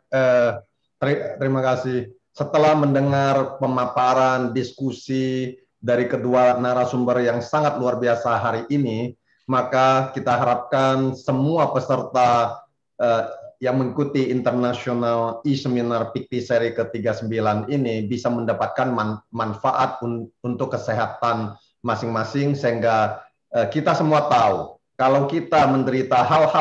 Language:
Indonesian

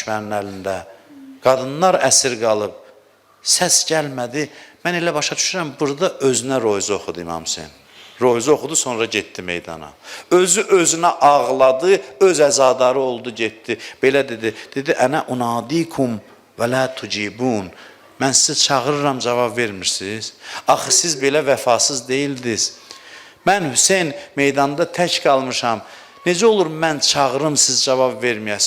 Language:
Azerbaijani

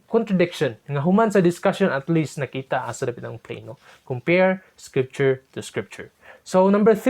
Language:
Cebuano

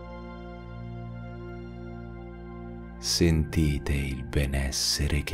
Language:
Italian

